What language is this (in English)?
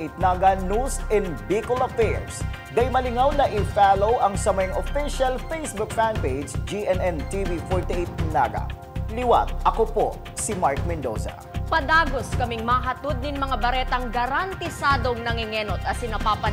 Bikol